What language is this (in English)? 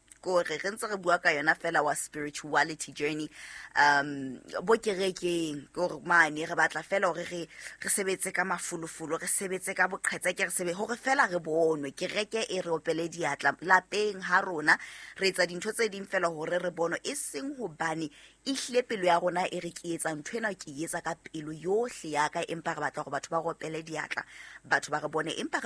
Southern Sotho